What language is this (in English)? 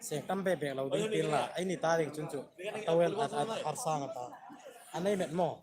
Hmar